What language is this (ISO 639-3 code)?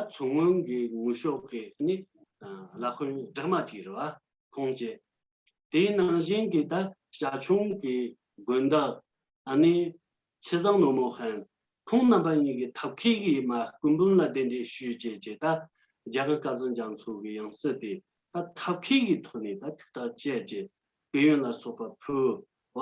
bod